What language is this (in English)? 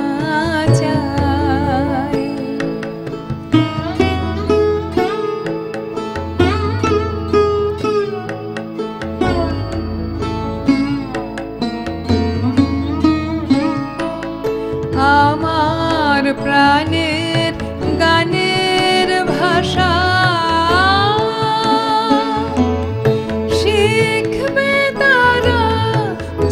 Bangla